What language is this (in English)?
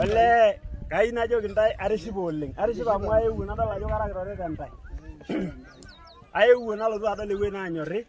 Masai